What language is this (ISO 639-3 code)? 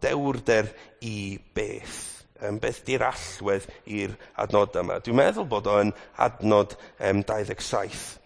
cym